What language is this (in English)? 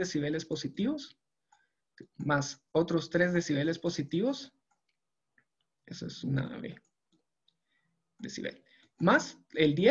Spanish